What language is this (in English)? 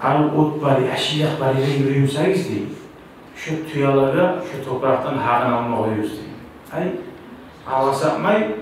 Kumyk